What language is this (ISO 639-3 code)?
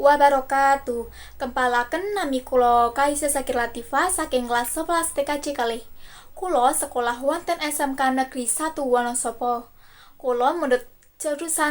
jav